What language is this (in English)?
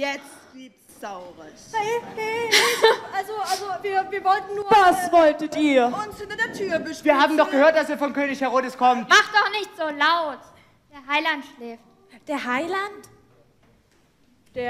German